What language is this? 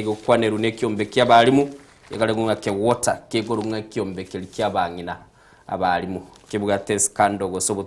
Gusii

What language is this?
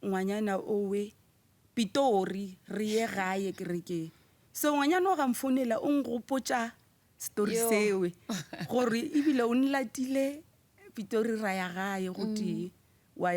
Northern Sotho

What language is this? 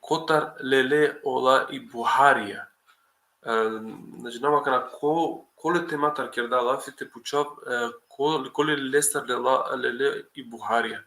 Balkan Romani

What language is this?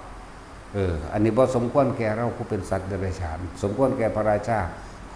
Northeastern Thai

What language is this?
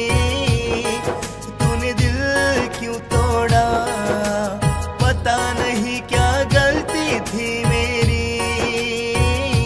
Hindi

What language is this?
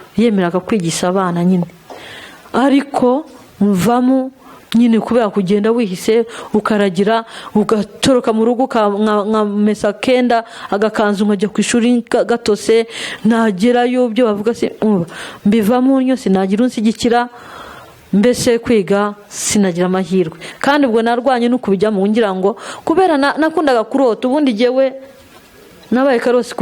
Kinyarwanda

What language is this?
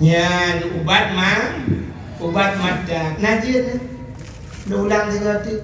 Achinese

